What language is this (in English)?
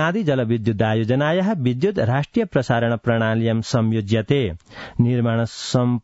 Sanskrit